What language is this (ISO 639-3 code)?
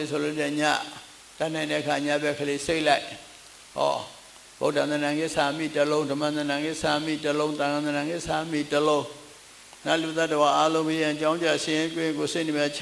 mya